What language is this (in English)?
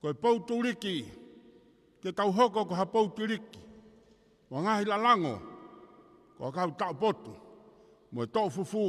Tongan